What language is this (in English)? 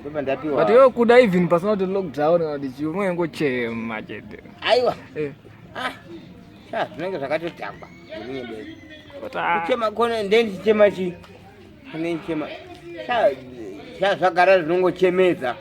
Shona